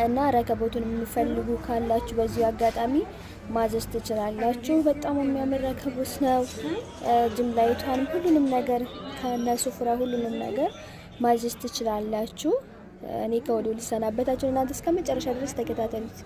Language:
Amharic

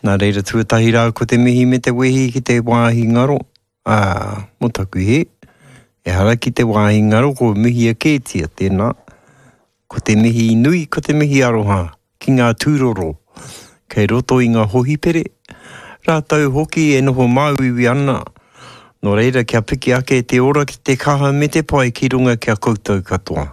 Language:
Māori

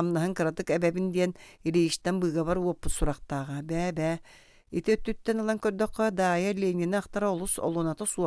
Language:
Yakut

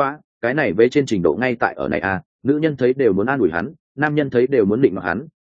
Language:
Vietnamese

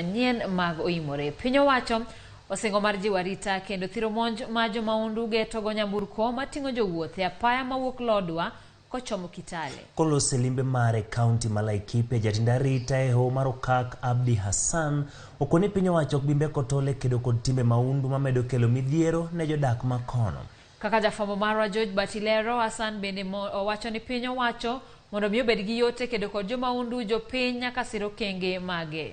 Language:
Luo (Kenya and Tanzania)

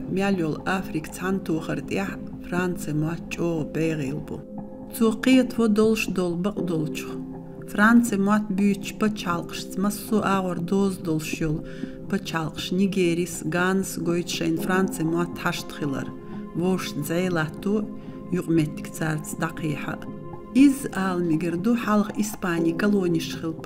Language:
Chechen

